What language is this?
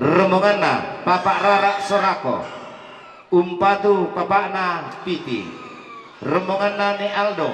Toraja-Sa'dan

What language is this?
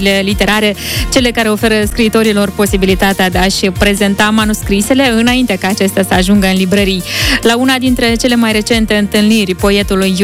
Romanian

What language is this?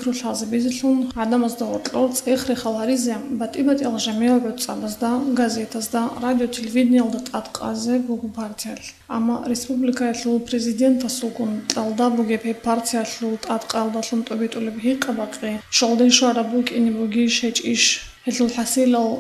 Avaric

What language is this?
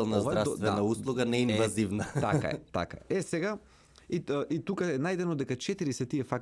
Macedonian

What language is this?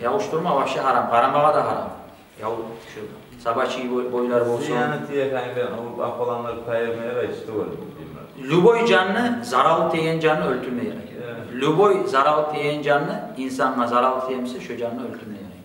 Kumyk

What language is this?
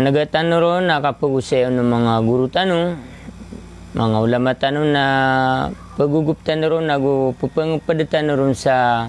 Maranao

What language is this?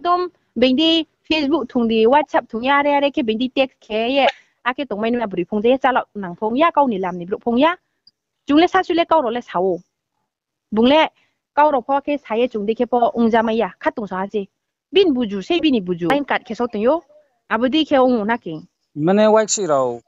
Riang (India)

